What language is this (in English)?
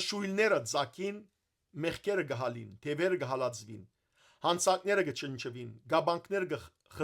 Western Armenian